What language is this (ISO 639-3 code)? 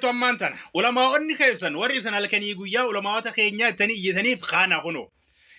orm